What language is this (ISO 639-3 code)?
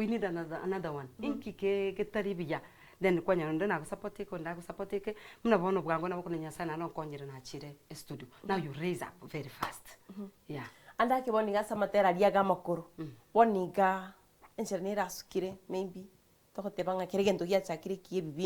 guz